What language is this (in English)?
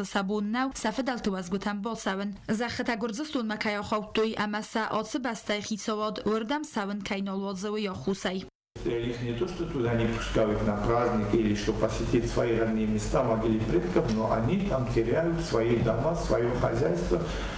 Ossetic